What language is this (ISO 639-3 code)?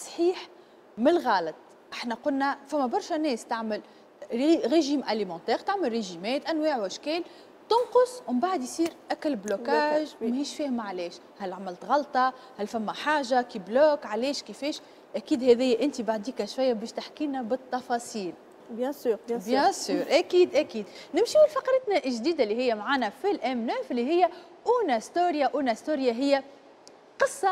aeb